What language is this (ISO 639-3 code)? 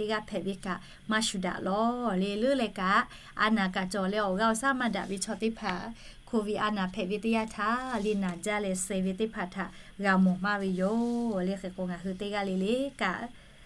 lhu